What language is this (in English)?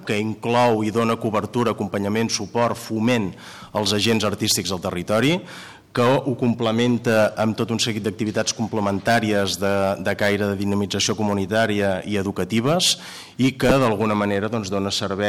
Catalan